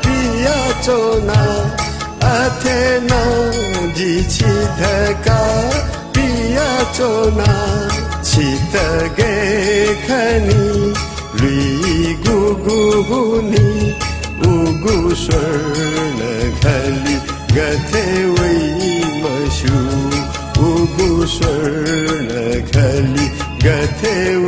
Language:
Newari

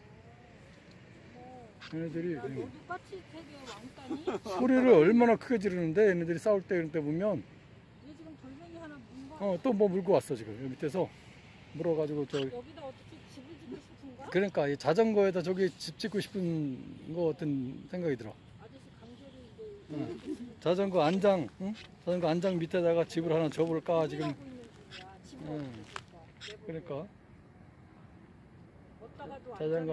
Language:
Korean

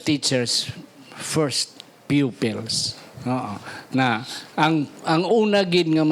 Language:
Hiligaynon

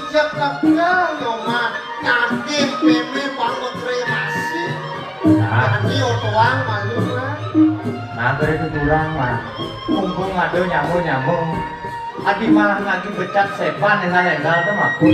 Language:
Balinese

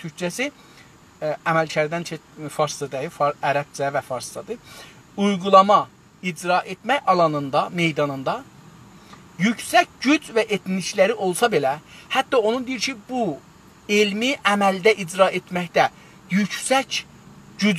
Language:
South Azerbaijani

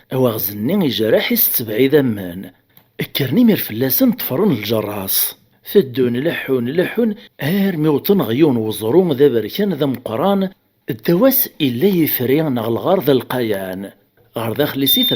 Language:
Kabyle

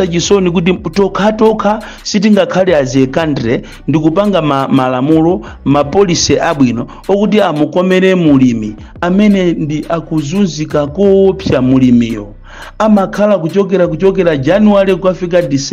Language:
Nyanja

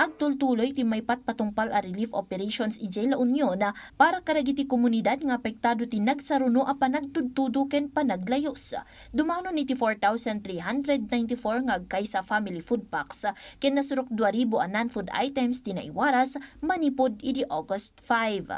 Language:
Iloko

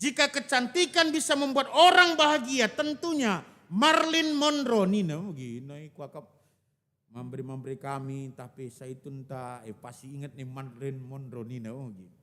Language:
Batak Karo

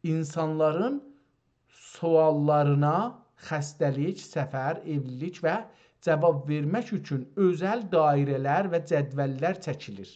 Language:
South Azerbaijani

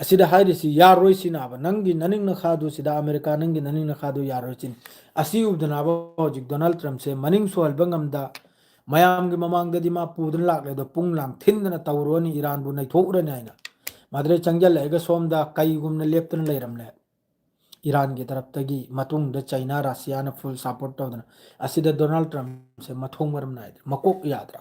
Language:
Manipuri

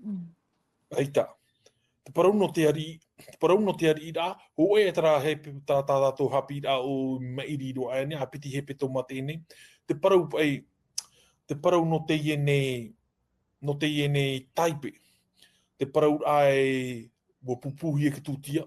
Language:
Tahitian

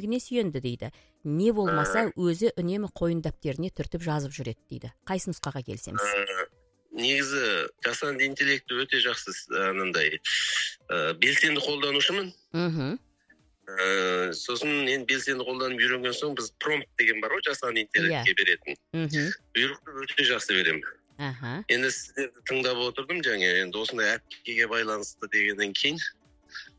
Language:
Kazakh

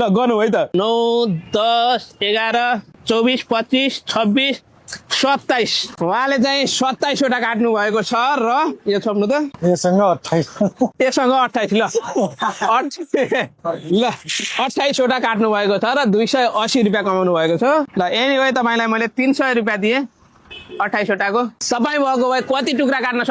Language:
Nepali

